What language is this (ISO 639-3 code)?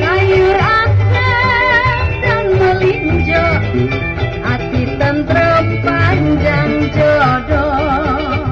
bew